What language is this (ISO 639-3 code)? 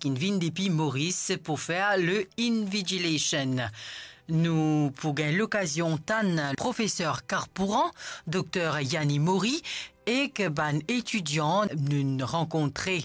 mfe